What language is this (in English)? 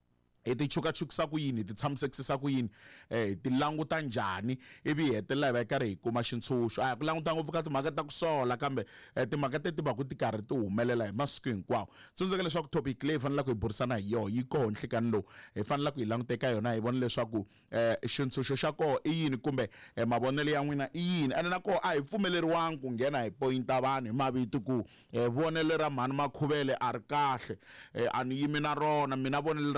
Tsonga